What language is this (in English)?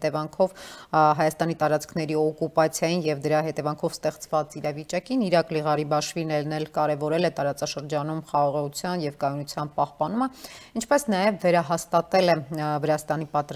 Armenian